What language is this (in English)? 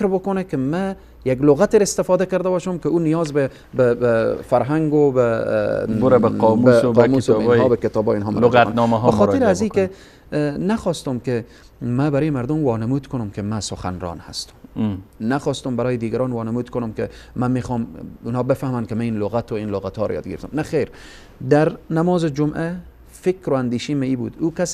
Persian